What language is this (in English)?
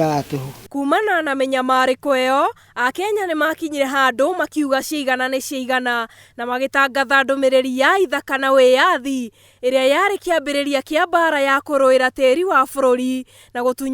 Kikuyu